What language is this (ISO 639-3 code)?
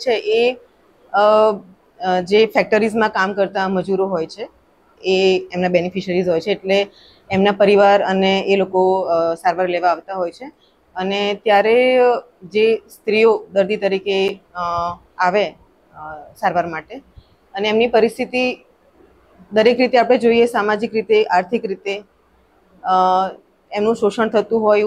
guj